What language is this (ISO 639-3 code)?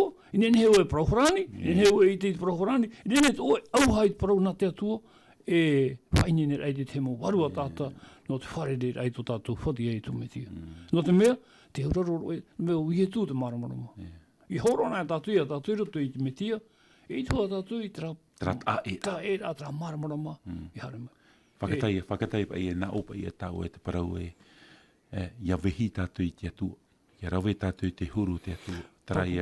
tah